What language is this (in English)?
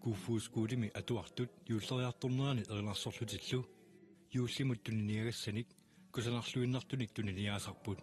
Kalaallisut